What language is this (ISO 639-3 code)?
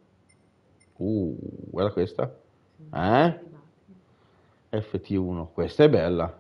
ita